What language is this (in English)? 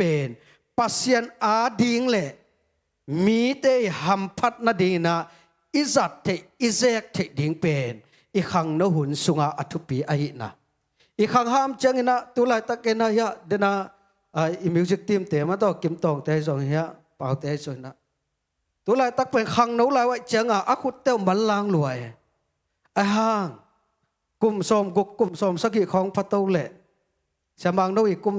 Tedim Chin